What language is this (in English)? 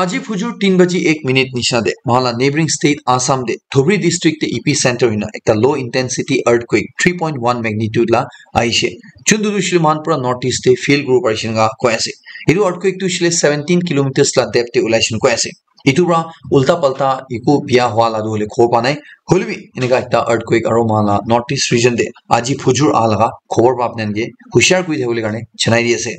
Naga Pidgin